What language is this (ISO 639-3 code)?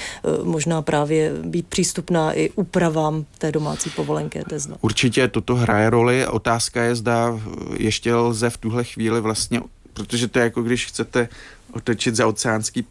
ces